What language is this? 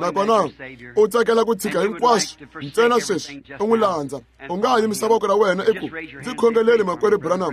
Tsonga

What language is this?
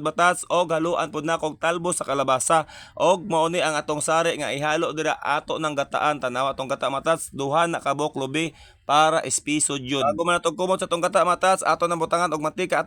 Cebuano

